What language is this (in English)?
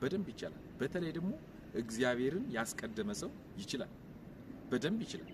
Amharic